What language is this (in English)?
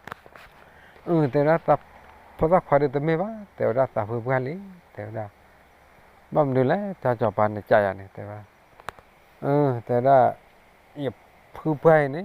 S'gaw Karen